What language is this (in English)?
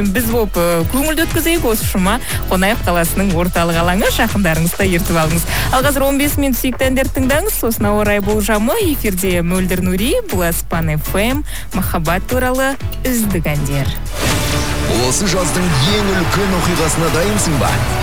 Kazakh